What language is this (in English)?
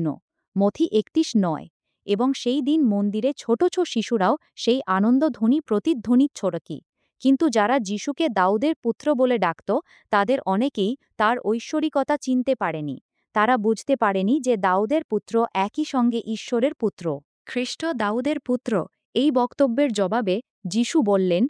Bangla